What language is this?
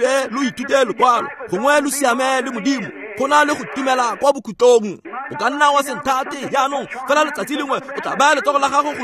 Tswana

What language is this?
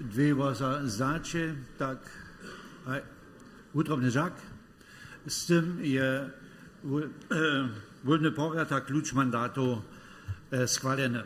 Upper Sorbian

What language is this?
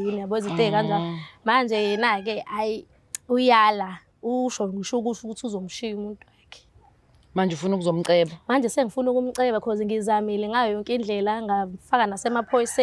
Zulu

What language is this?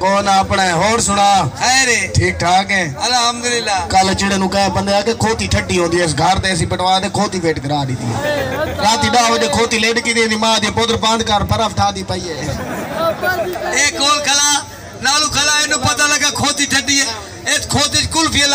Saraiki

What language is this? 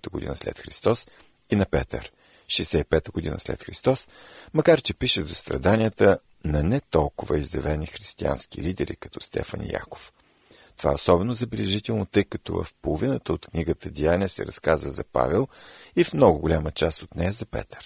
Bulgarian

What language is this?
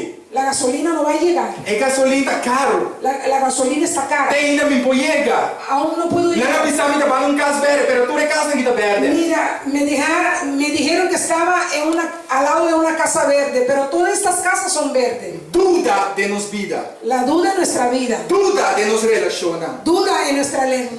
Papiamento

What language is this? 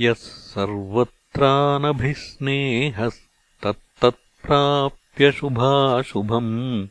Sanskrit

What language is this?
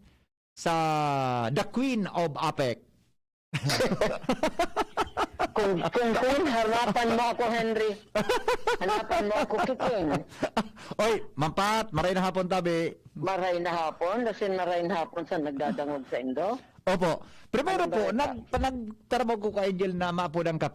Bikol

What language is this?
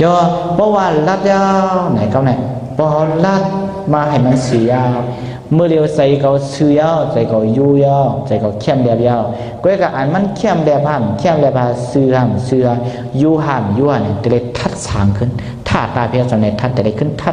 Shan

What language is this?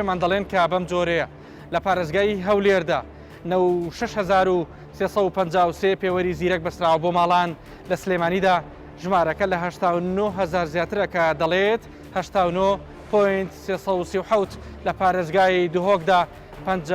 Central Kurdish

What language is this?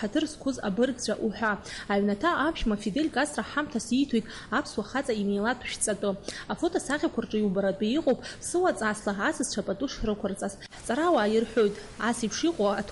Abkhazian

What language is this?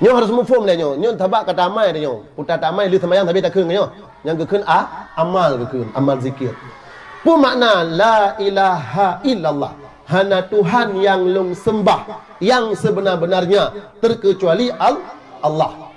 Achinese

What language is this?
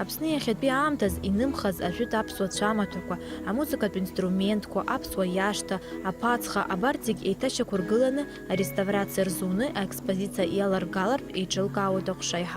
Abkhazian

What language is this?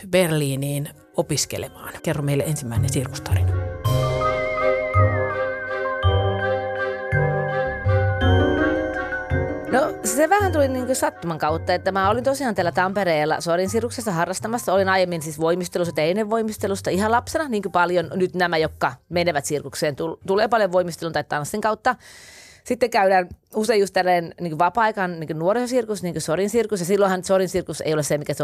Finnish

